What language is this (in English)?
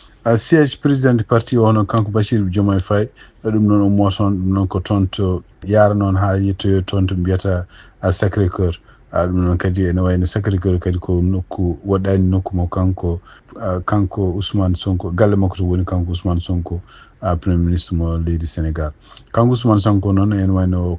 Fula